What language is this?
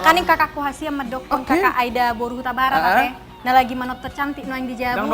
Batak Toba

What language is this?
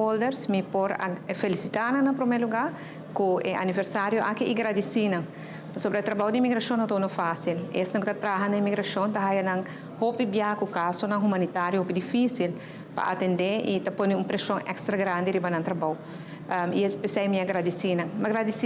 Papiamento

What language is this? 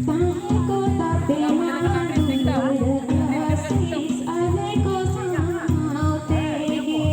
Santali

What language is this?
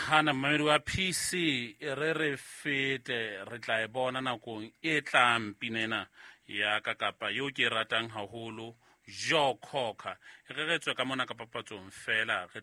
Southern Sotho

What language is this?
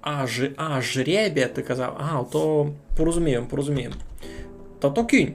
Rusyn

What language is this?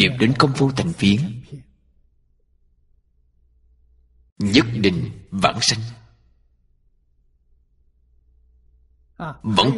Vietnamese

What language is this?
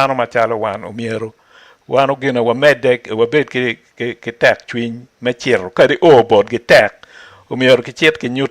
Acoli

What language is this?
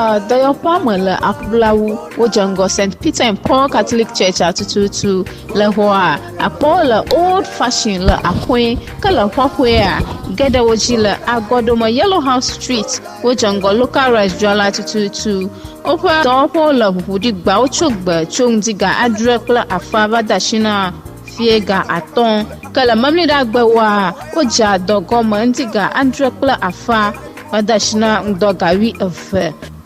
Ewe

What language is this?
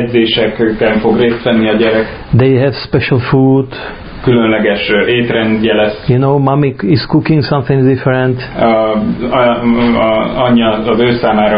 Hungarian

